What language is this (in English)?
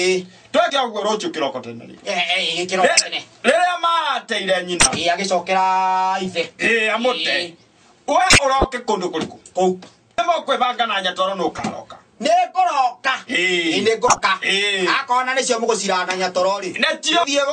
Kikuyu